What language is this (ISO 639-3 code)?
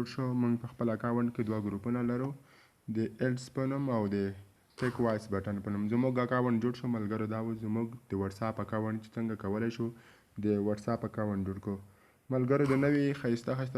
pus